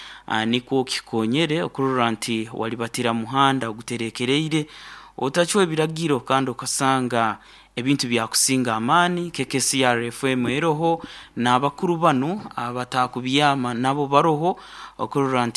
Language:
Nyoro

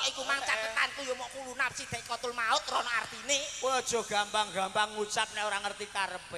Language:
Javanese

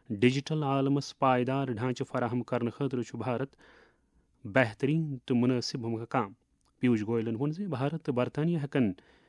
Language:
Kashmiri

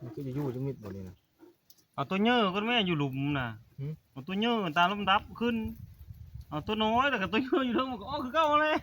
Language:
Northeastern Thai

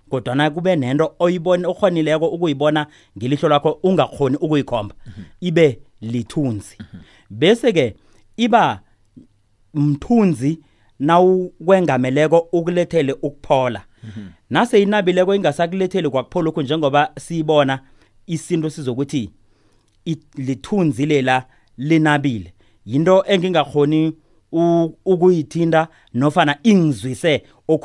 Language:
South Ndebele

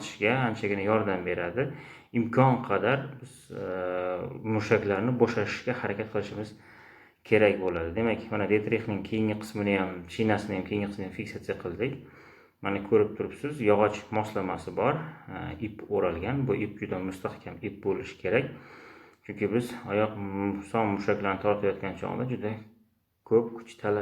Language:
Uzbek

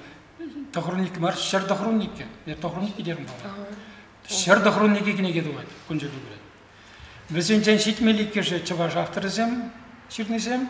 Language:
Chuvash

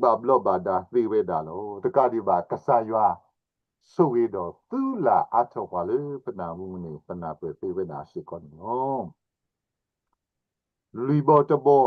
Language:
S'gaw Karen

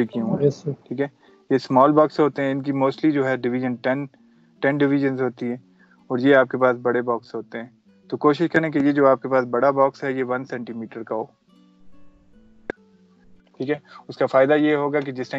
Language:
Urdu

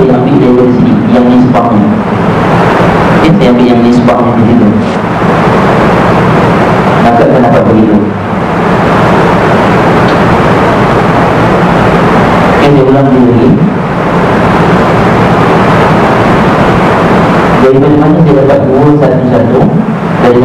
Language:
Malay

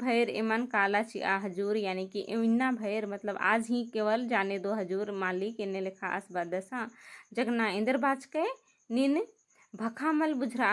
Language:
Kurukh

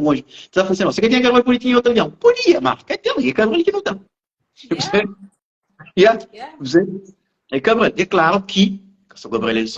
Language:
Kabuverdianu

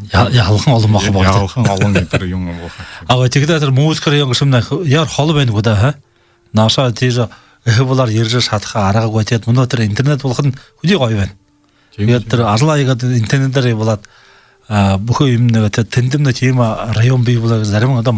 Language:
Buriat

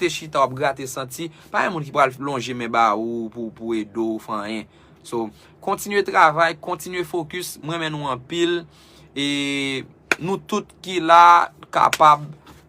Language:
Haitian Creole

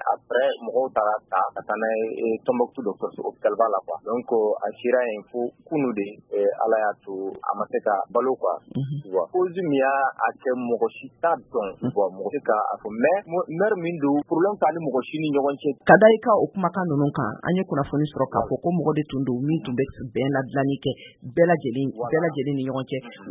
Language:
Bambara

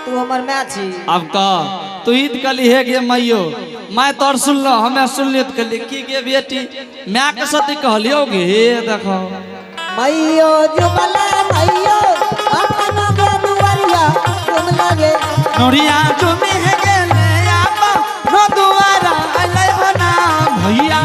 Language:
Angika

